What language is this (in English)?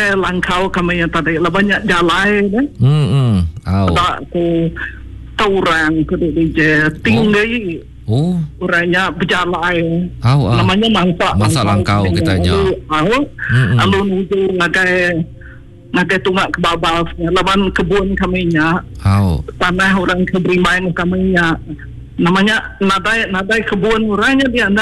Iban